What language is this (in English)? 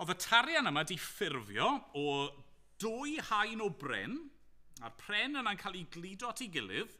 Welsh